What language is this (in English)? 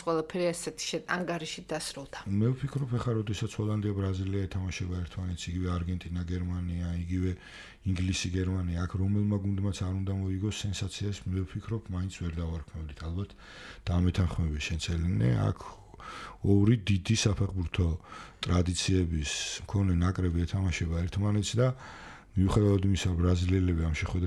Georgian